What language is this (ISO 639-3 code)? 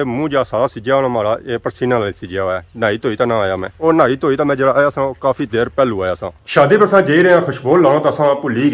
phr